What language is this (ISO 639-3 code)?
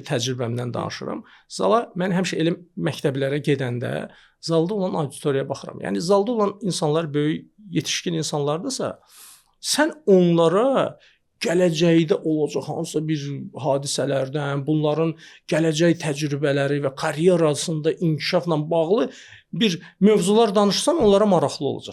aze